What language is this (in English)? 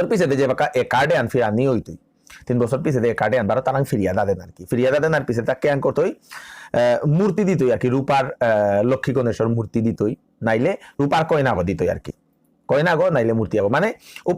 Bishnupriya